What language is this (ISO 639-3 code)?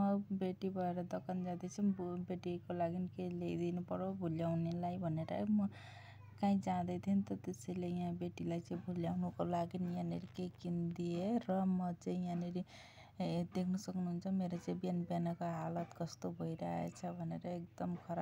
nep